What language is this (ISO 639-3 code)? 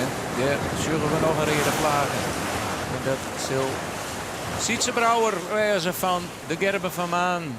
fry